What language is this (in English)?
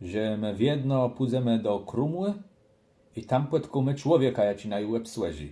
Kashubian